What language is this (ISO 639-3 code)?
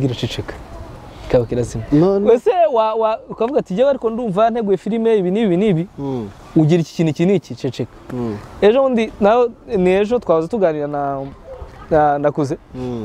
kin